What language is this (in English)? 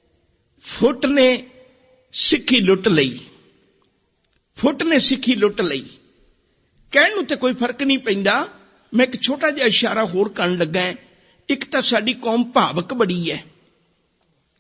Punjabi